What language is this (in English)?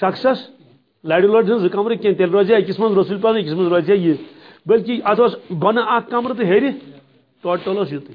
Kashmiri